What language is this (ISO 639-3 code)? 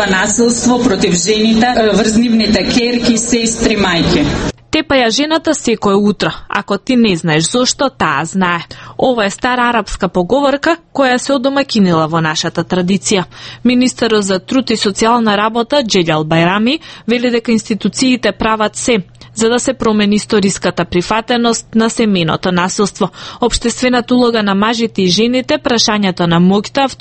mkd